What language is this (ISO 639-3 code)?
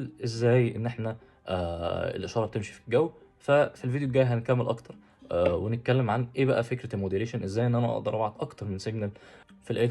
arz